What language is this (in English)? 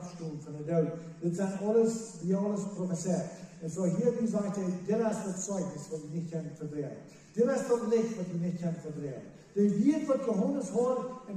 Plautdietsch